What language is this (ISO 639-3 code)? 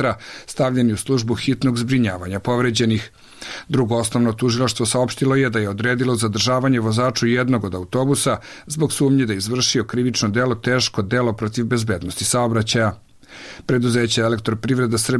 bos